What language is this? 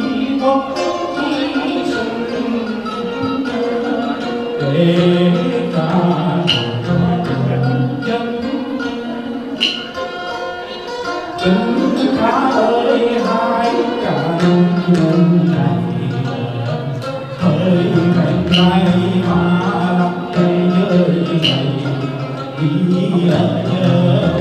Vietnamese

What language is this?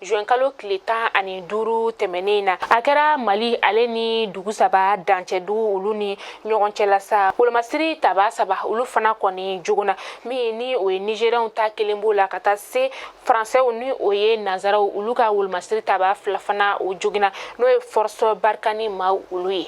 Bambara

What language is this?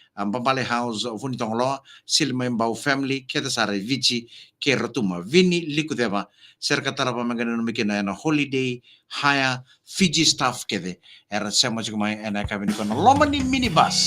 Fijian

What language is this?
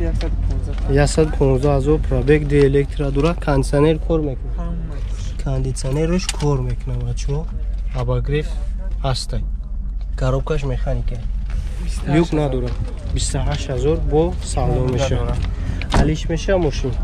Tajik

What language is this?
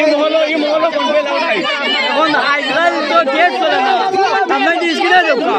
Sylheti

